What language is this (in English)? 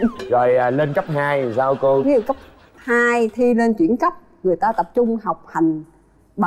Vietnamese